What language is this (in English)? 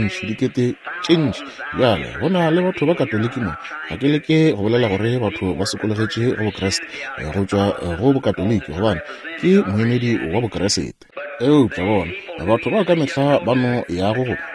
Northern Sotho